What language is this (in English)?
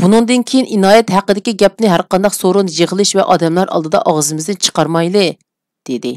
Uyghur